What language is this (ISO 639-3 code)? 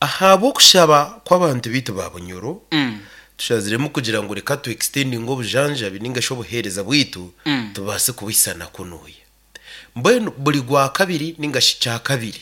nyn